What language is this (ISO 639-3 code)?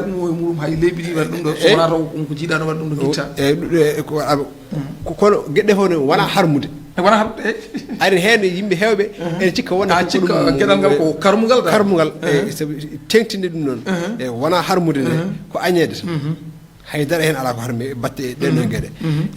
ful